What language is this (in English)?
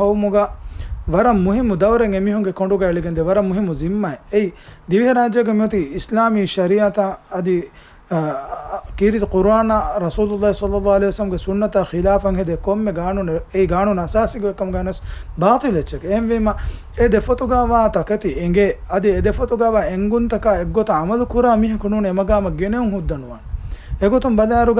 Divehi